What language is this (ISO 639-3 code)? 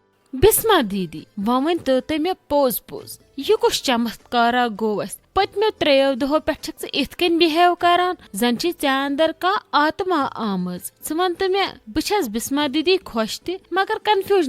kas